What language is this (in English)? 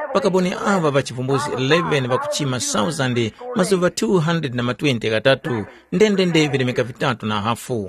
Tumbuka